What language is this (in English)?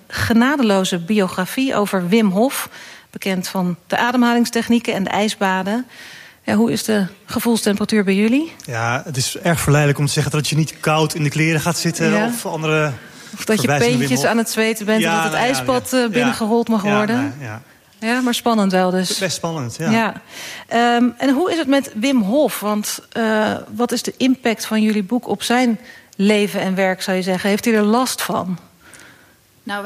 Dutch